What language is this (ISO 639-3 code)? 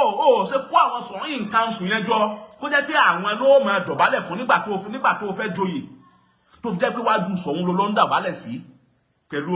yor